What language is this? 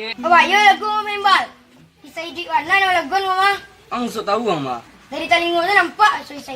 Minangkabau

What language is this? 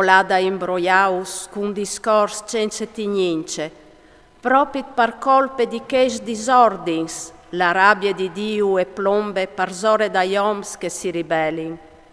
Friulian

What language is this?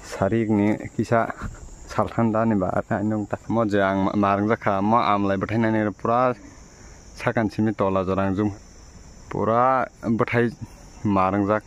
Kok Borok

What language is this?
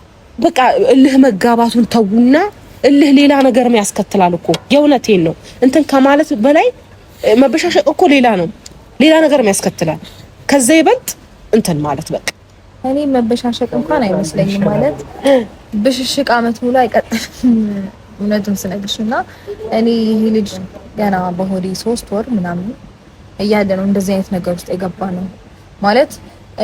Amharic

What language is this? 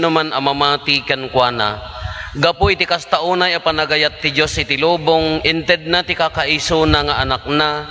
Iloko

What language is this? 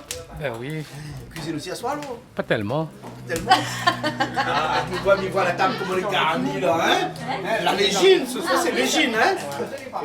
Réunion Creole French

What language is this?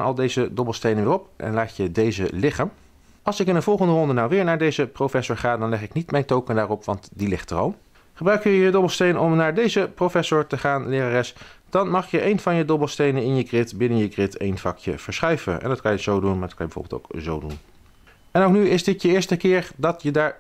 Dutch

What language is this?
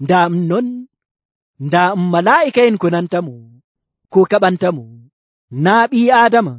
Nigerian Fulfulde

